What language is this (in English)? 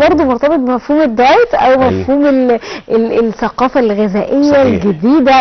Egyptian Arabic